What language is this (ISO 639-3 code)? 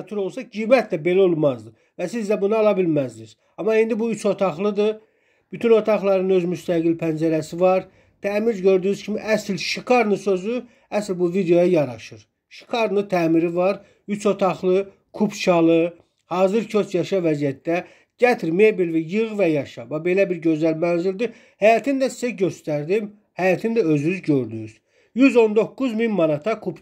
aze